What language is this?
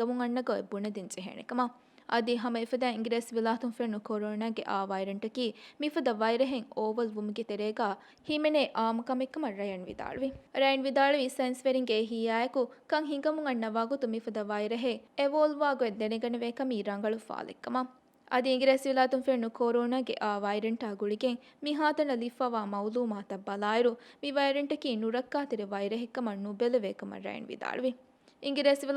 Divehi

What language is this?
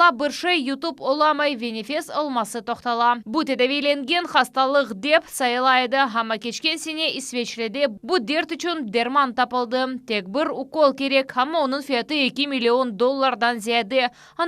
Crimean Tatar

